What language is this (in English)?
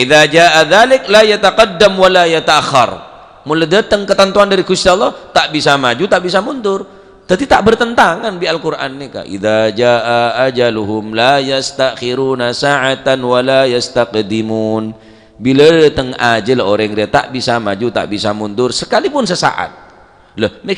Madurese